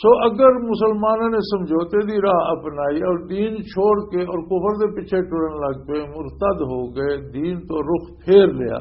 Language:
Western Panjabi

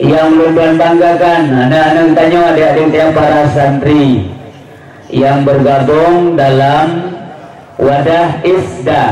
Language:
Achinese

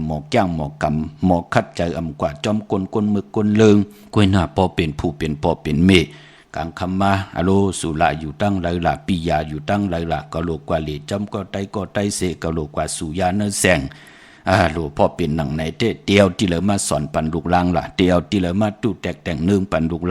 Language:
Shan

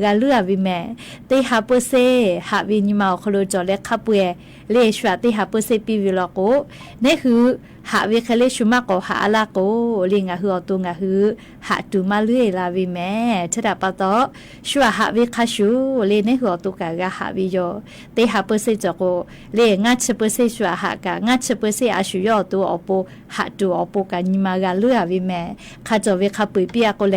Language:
Lahu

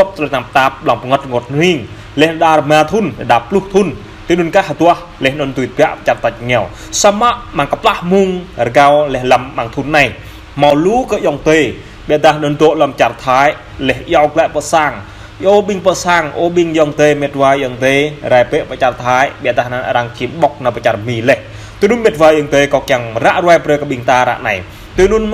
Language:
Jarai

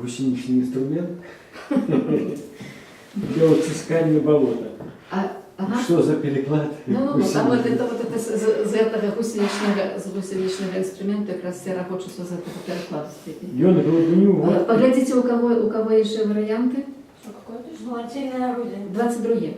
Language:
Belarusian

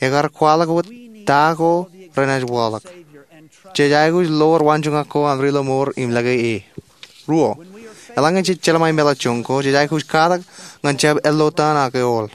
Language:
Marshallese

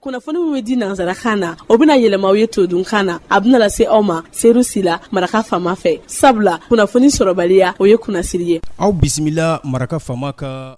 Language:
Bambara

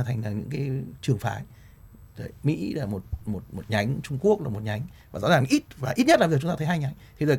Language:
Vietnamese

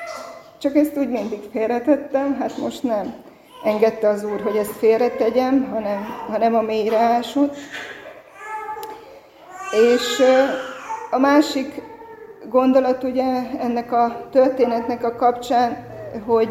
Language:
Hungarian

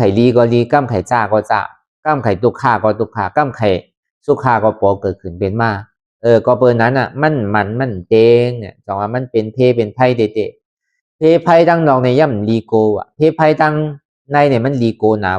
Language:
Lü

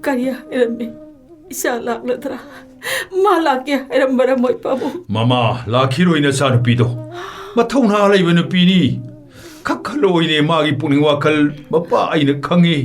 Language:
Manipuri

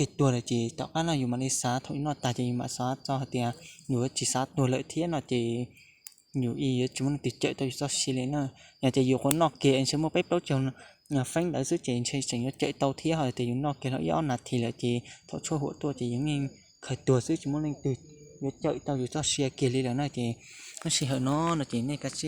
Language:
Hmong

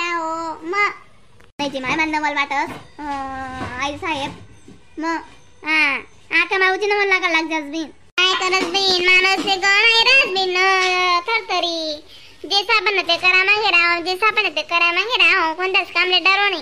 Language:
Khandesi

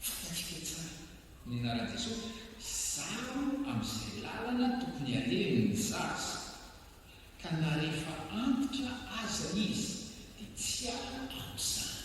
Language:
Malagasy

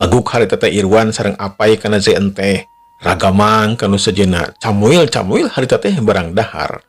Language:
Sundanese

